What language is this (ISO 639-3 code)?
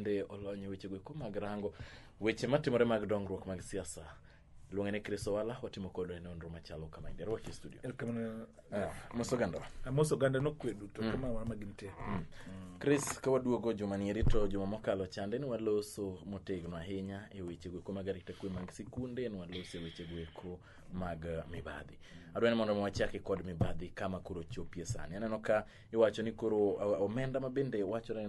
luo